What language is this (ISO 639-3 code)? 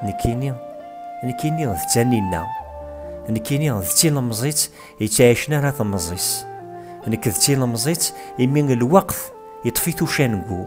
kab